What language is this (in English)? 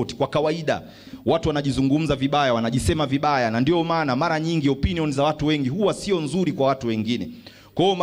Swahili